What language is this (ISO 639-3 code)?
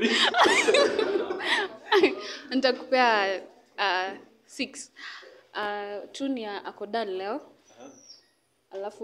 swa